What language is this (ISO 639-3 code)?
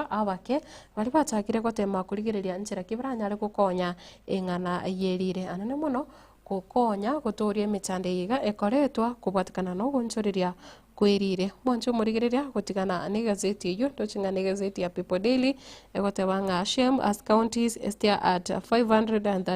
guz